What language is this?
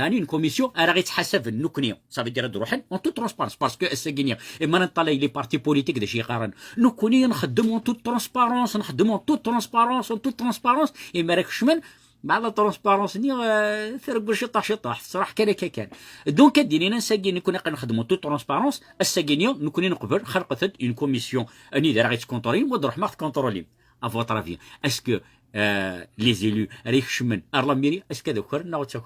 Kabyle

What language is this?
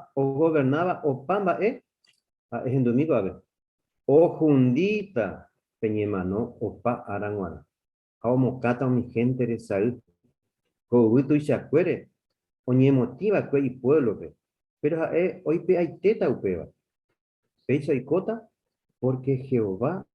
Guarani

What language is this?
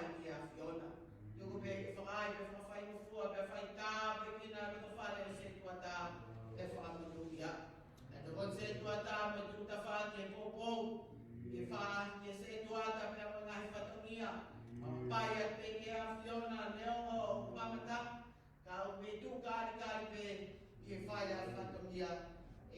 Tongan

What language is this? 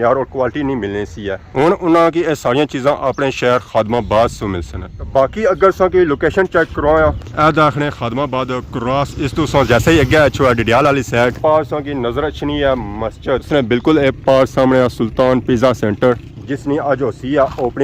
Pahari-Potwari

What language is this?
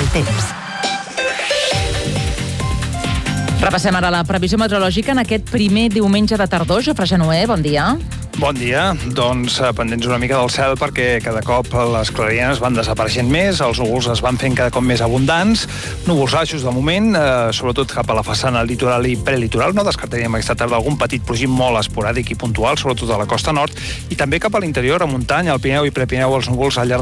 Catalan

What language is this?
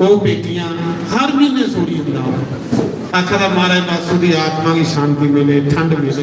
Dogri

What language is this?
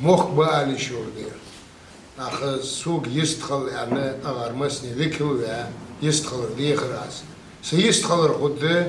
Ingush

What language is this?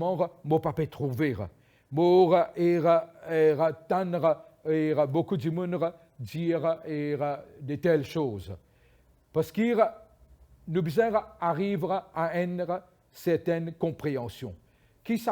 Morisyen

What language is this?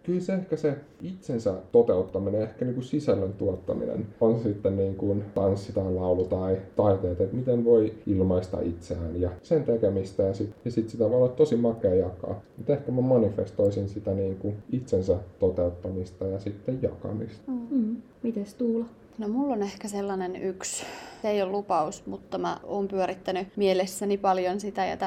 Finnish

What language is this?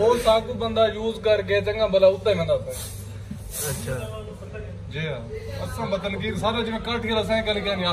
Saraiki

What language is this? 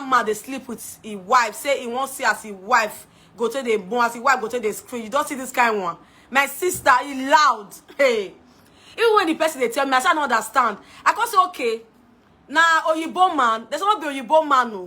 Nigerian Pidgin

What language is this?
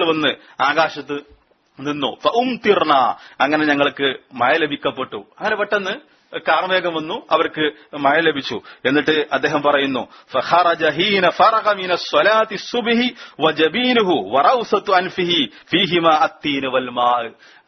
Malayalam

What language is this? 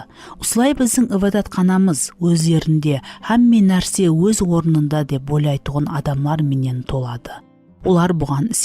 Kara-Kalpak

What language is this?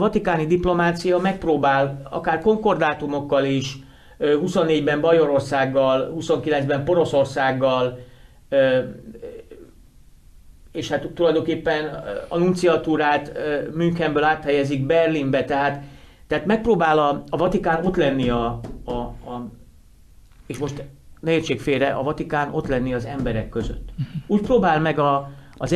Hungarian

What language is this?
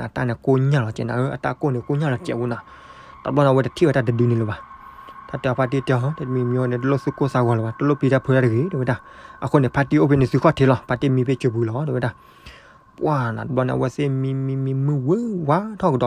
S'gaw Karen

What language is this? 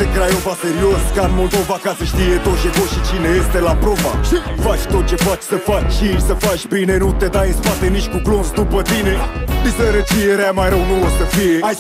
Romanian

